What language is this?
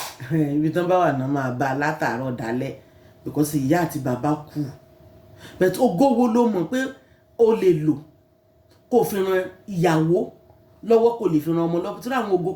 Yoruba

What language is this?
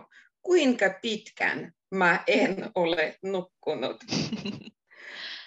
Finnish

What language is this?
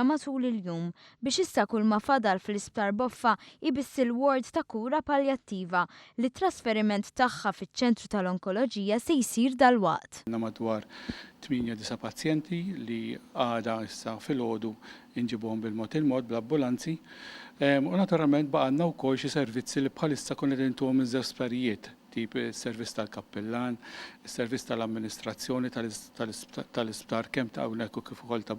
Maltese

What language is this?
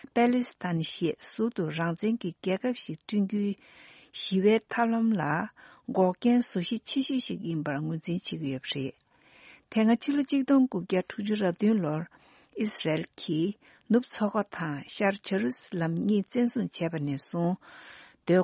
Tibetan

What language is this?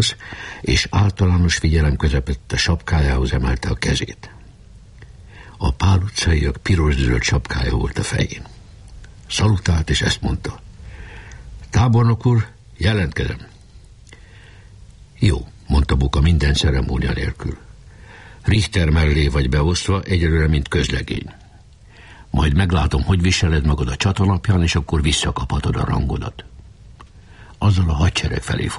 Hungarian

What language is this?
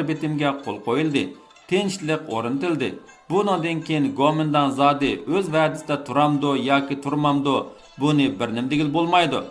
Uyghur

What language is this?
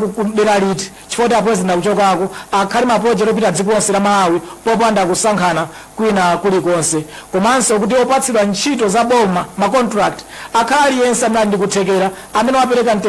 Nyanja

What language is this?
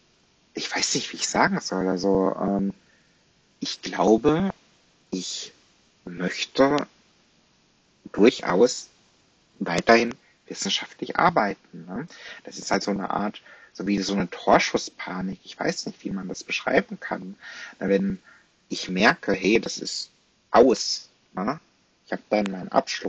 German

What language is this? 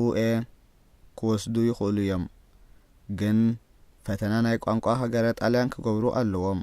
Tigrinya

